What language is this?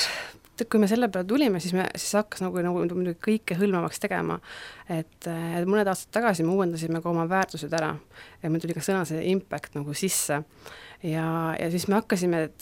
Estonian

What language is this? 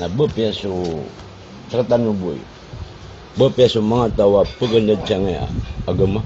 Maranao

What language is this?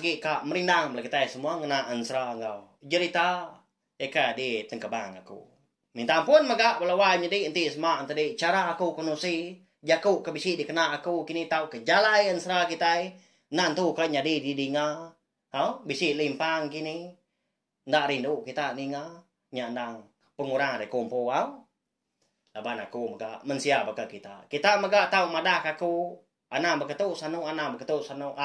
Iban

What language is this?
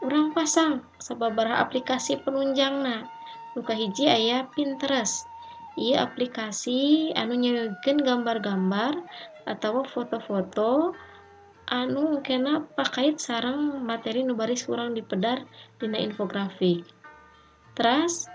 Sundanese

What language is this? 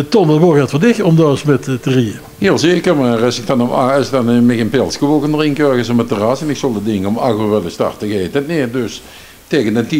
Limburgish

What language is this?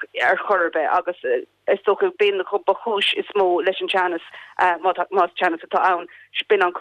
Irish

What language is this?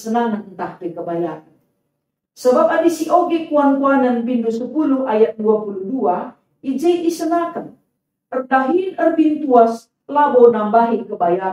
Batak Karo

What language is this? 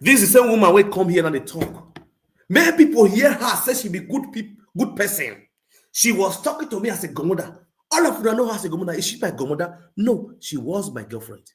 Nigerian Pidgin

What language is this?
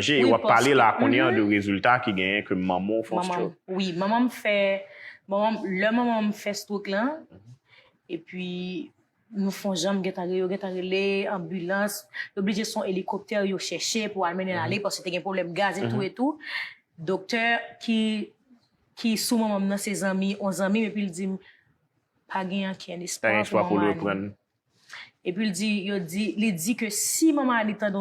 Haitian Creole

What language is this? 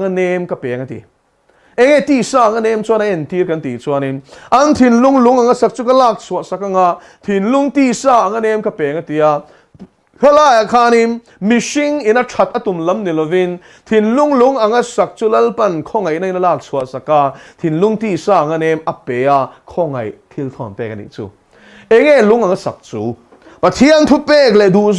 Mizo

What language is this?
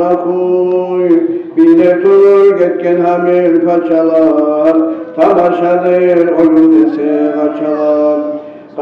Kumyk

